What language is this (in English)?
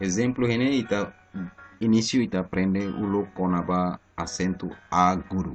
Tetum